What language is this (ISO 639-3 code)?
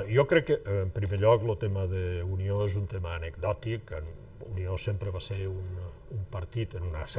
cat